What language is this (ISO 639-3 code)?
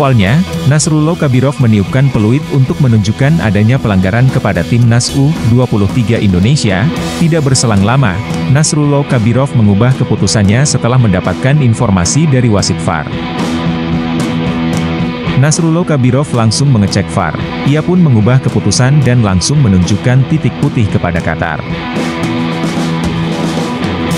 ind